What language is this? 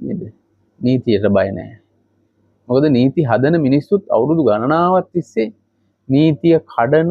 Sinhala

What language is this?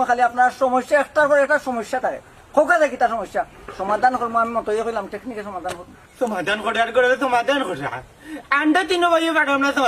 Sylheti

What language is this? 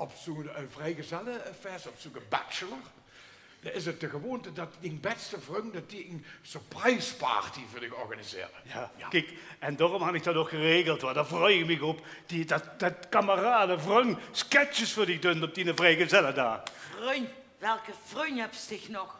Limburgish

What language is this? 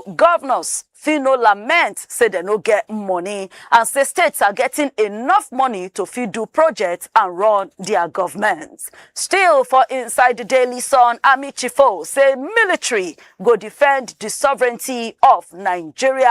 Nigerian Pidgin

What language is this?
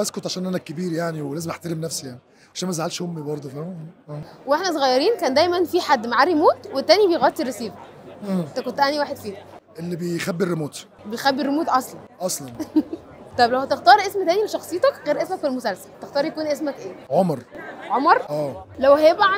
Egyptian Arabic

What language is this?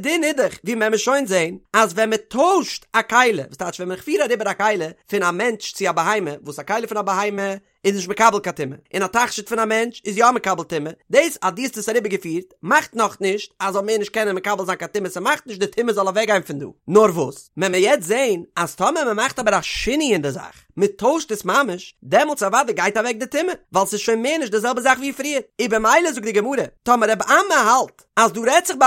Yiddish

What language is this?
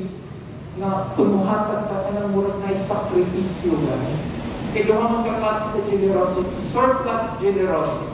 Cebuano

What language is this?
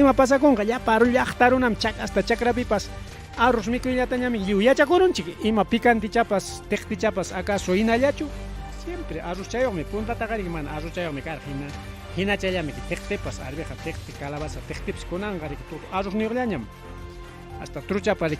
Ayacucho Quechua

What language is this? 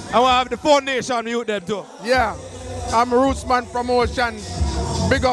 Jamaican Creole English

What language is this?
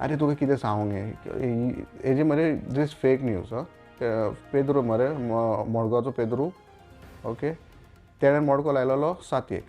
Konkani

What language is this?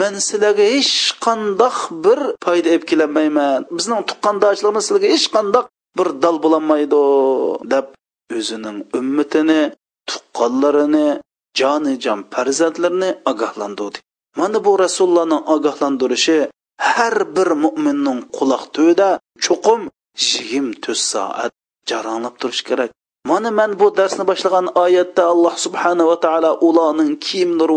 Uyghur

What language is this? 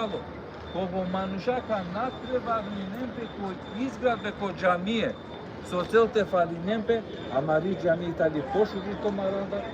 Balkan Romani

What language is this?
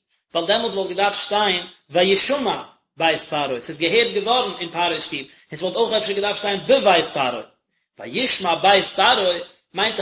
Yiddish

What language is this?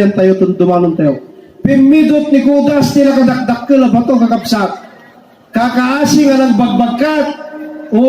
Iloko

